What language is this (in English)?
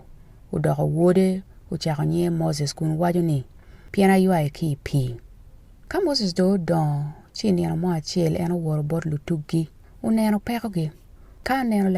Acoli